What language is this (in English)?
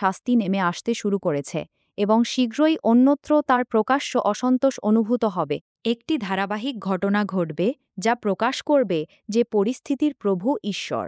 Bangla